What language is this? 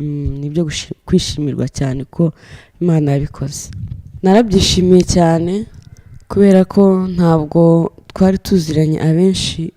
Kinyarwanda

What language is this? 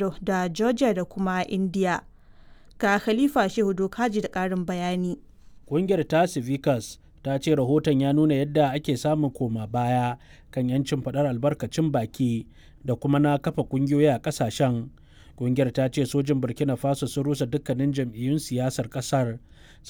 Hausa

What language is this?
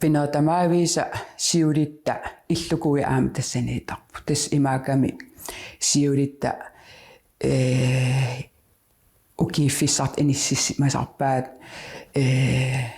Kalaallisut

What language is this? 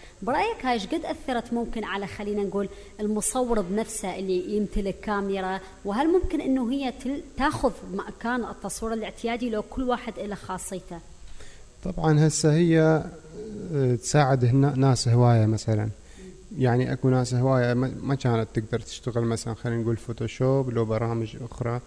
Mesopotamian Arabic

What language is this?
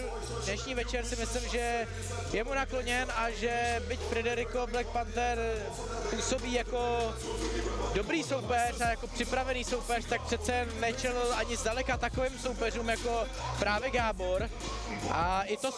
Czech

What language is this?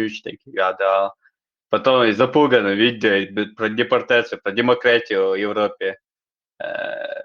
Chechen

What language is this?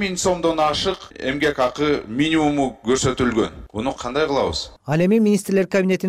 Kyrgyz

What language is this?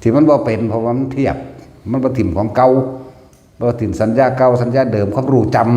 Lao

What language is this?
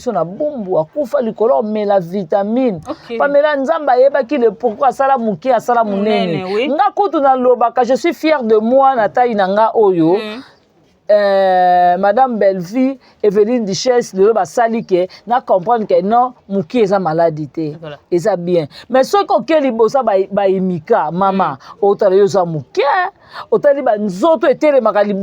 Lingala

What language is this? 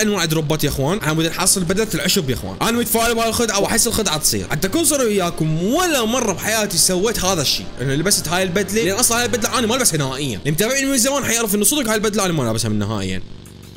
Mesopotamian Arabic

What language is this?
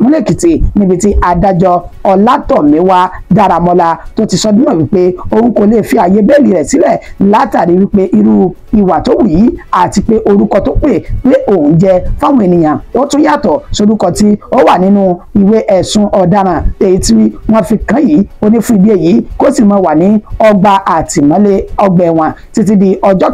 Yoruba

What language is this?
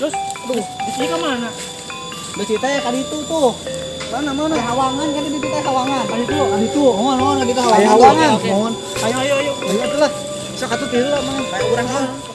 Sundanese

